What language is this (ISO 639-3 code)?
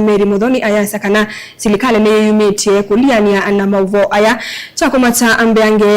kam